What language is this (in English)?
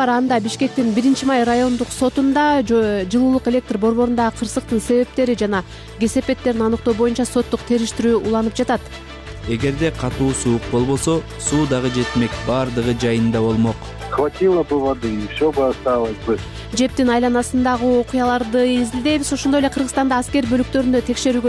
Kyrgyz